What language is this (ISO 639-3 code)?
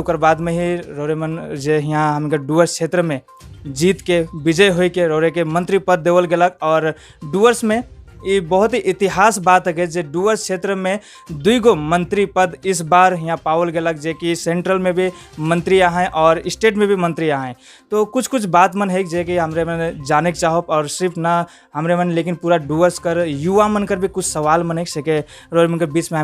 sck